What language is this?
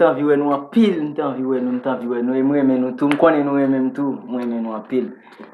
Haitian Creole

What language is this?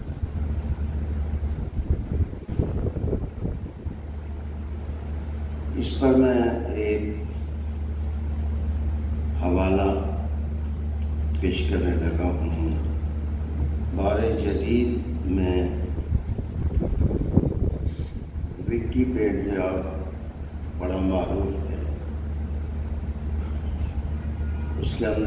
Urdu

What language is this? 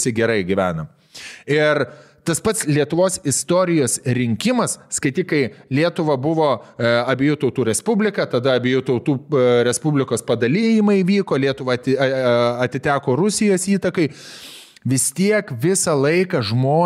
Lithuanian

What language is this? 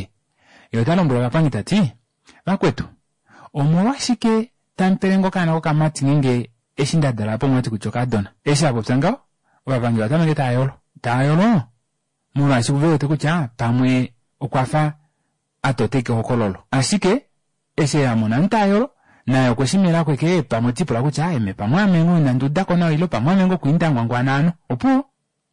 Kuanyama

